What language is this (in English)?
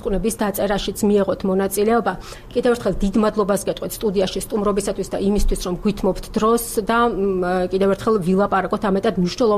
Georgian